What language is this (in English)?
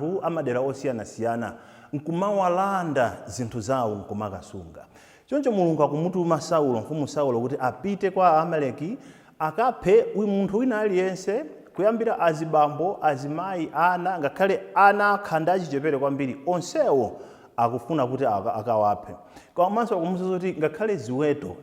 Nyanja